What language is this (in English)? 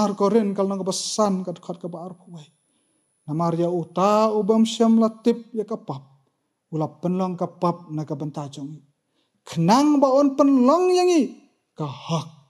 Khasi